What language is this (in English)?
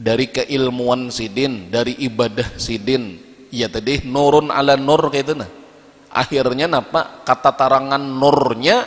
Banjar